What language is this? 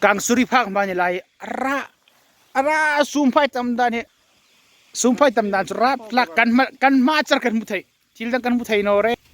Hmar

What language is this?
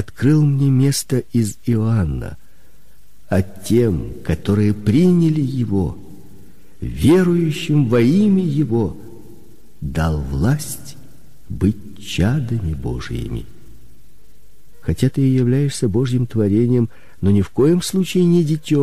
Russian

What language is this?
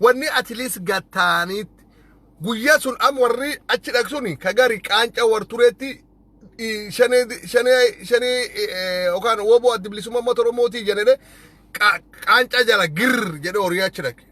Oromo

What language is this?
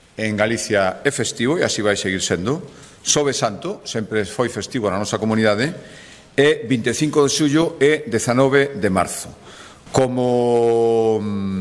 Galician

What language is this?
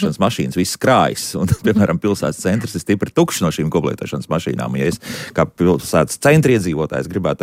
Latvian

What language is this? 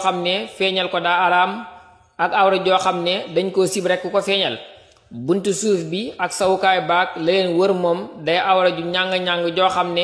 Wolof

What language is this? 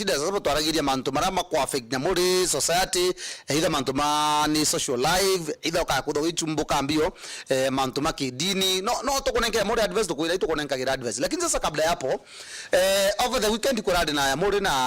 Meru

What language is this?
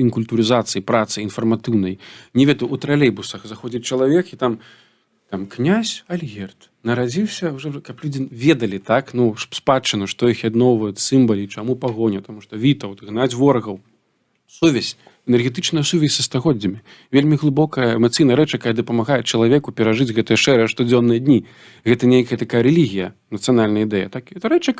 Belarusian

